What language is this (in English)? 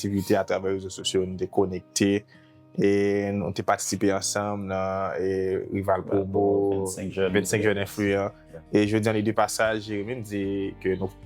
Haitian Creole